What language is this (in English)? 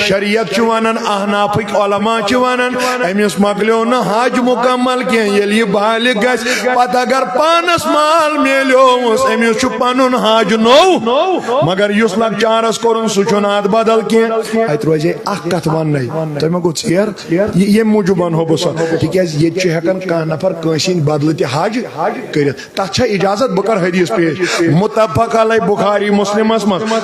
Kashmiri